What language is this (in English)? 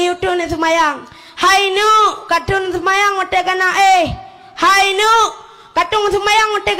Achinese